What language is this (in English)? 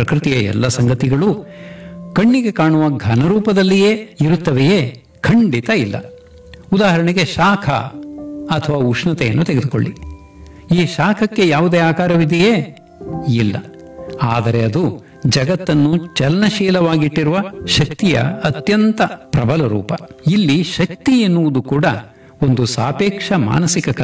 Kannada